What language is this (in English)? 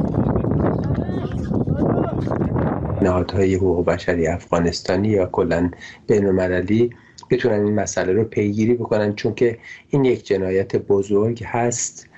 Persian